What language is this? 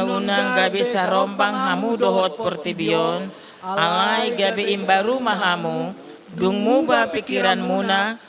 Batak Toba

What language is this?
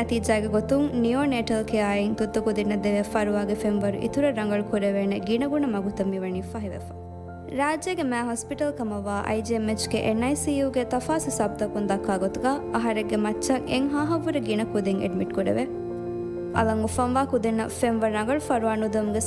Divehi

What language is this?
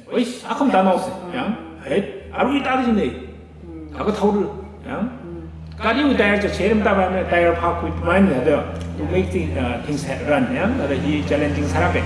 Tangkhul Naga (India)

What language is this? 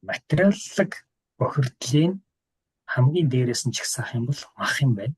Mongolian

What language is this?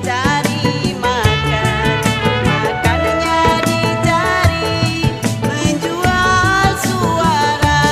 Betawi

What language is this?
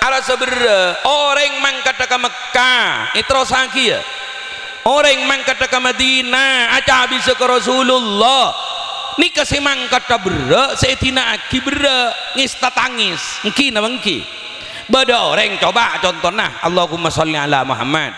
Madurese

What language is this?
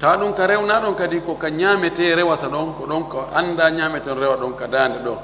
Fula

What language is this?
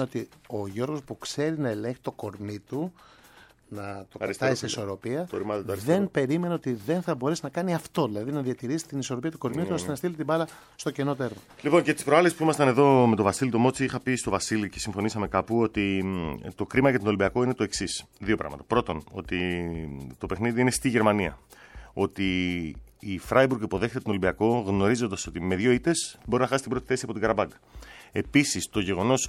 Greek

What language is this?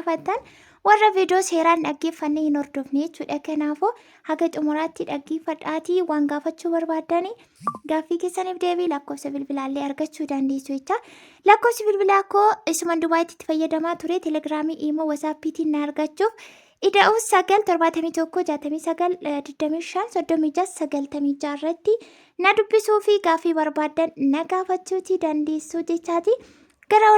Oromo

